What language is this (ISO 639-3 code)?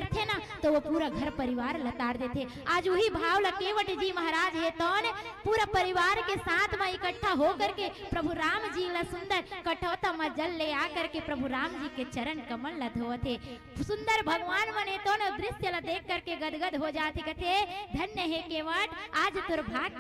hne